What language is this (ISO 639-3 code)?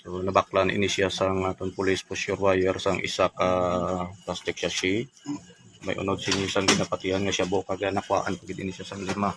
hil